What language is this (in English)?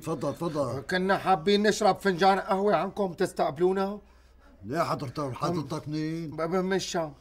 North Levantine Arabic